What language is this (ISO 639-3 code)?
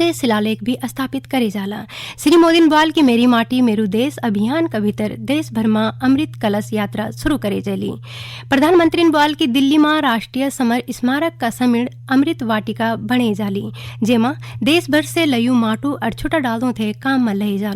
gbm